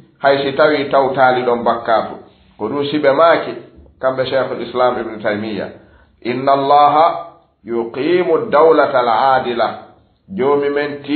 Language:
Fula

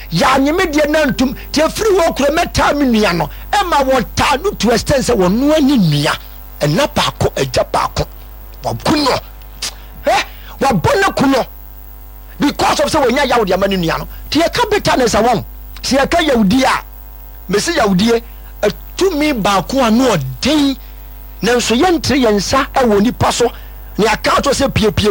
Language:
Akan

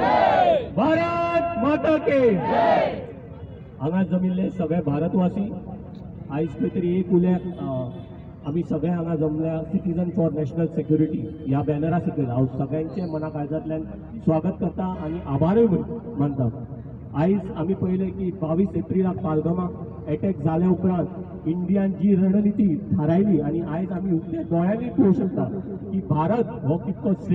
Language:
Konkani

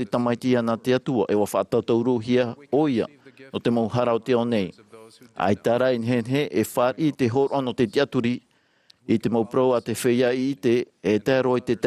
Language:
Tahitian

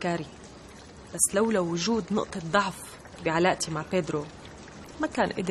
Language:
North Levantine Arabic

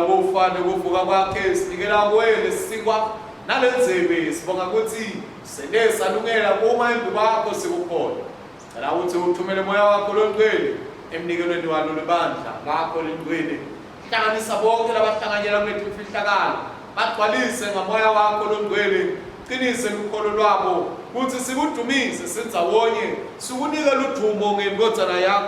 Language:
Swati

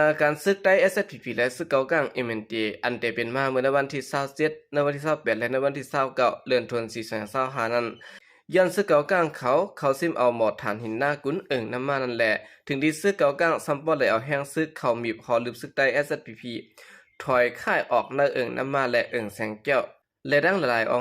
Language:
Shan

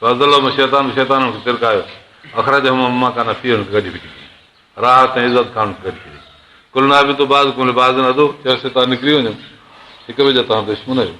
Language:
Sindhi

